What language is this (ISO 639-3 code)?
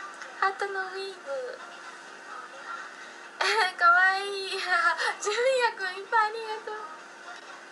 jpn